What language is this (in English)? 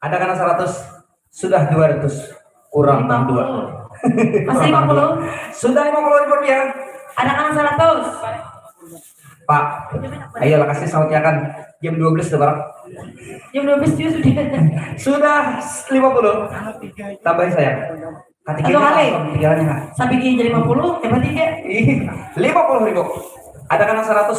Banjar